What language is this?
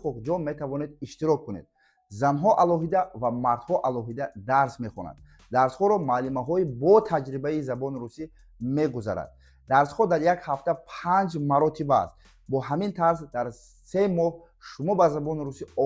Tajik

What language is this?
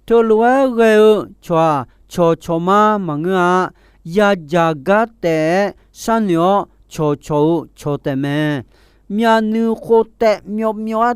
Akha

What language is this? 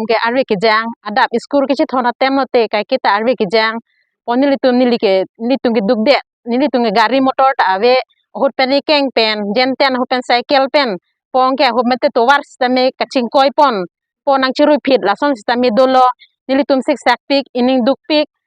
Karbi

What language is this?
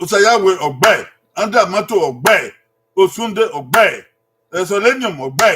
Bini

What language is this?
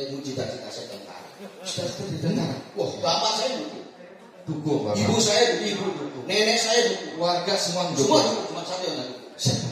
Indonesian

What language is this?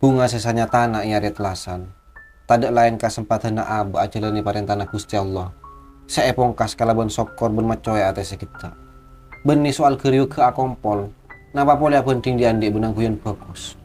Madurese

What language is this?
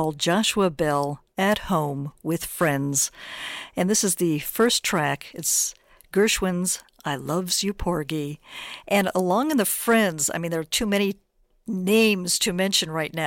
English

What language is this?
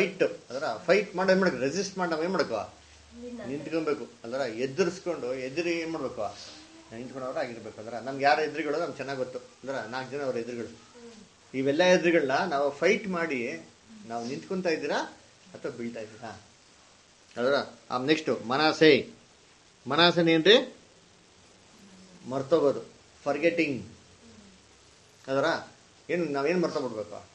Kannada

